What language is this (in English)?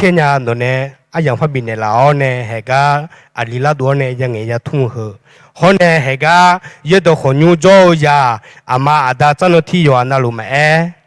Akha